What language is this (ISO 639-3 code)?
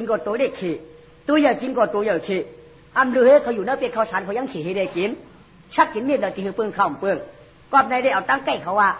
shn